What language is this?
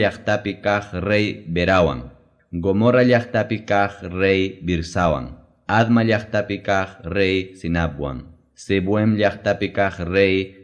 Ayacucho Quechua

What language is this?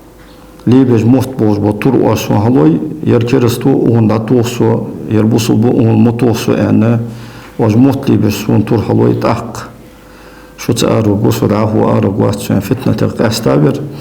Ingush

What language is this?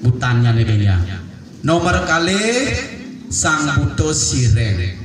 Balinese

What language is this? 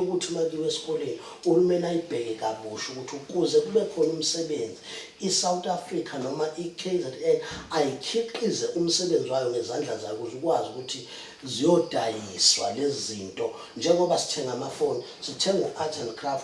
Zulu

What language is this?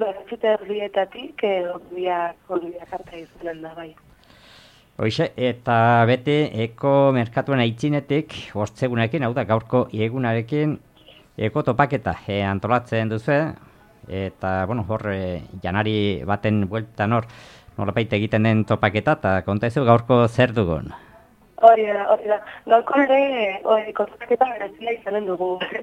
Basque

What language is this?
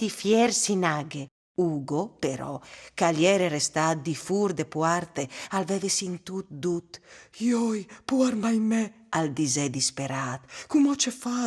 Friulian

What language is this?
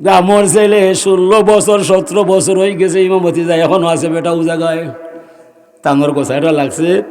Sylheti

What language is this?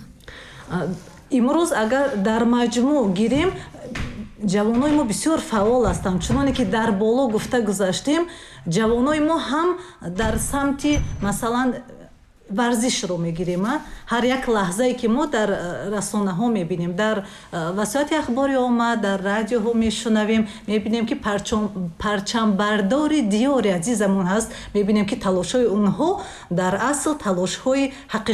Tajik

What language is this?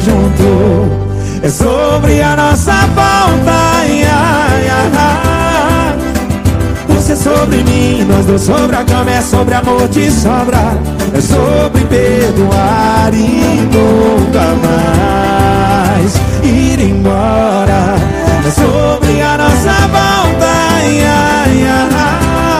Portuguese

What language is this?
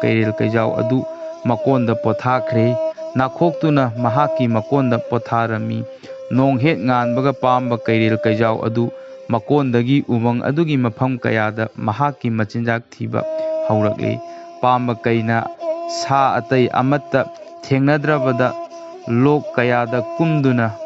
Manipuri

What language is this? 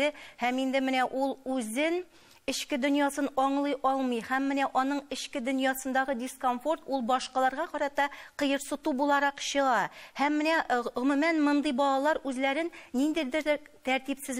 Tatar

